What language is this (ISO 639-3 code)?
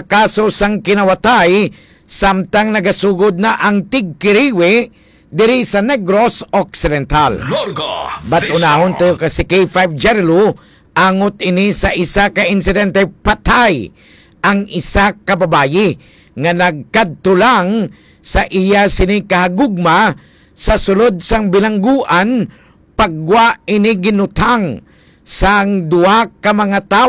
hil